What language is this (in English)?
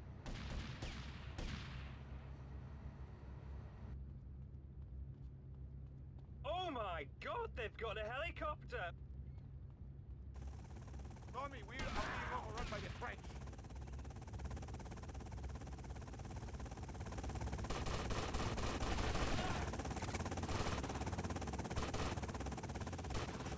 English